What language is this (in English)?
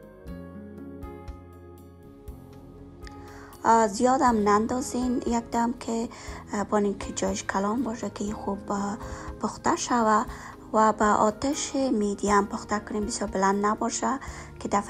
Persian